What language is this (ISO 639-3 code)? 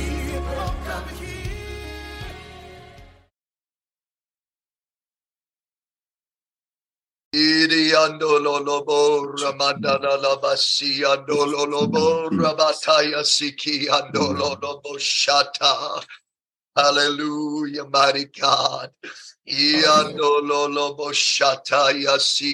nor